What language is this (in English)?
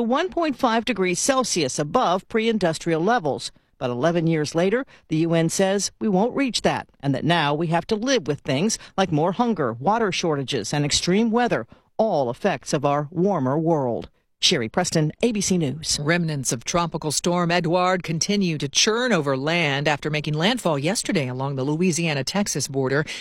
English